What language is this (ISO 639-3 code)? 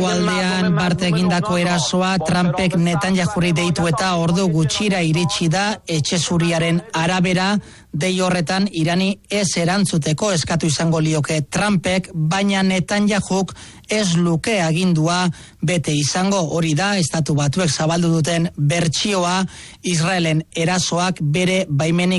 eus